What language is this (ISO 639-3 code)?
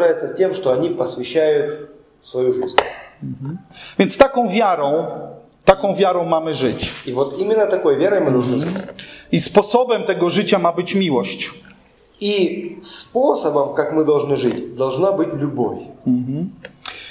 pol